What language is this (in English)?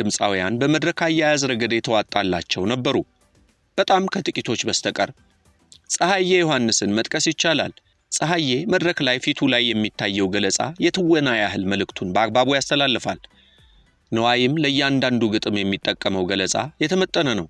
Amharic